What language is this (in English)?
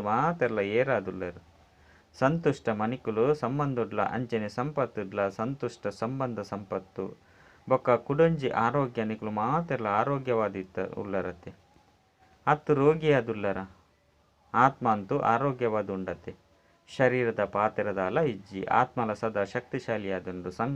Tulu